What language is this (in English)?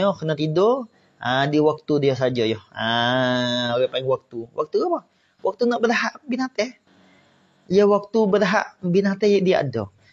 Malay